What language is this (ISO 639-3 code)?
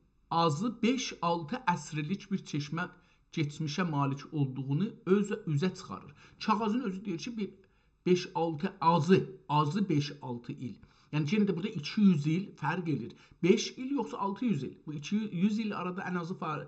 azb